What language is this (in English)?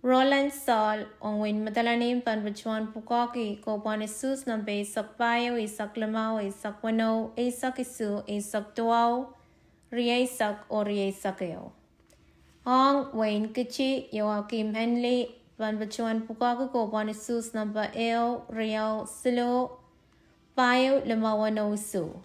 Pohnpeian